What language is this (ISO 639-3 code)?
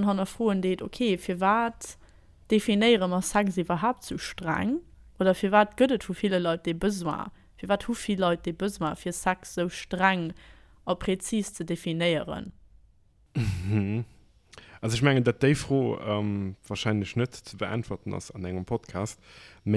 ltz